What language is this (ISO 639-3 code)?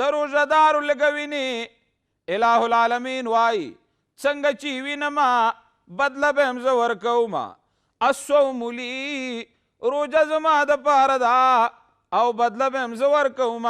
pus